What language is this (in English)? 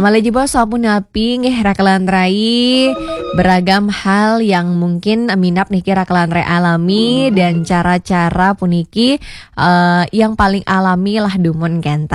Balinese